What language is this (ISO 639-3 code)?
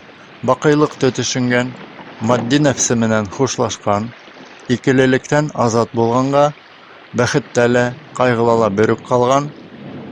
bak